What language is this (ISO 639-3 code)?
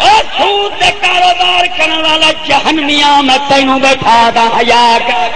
skr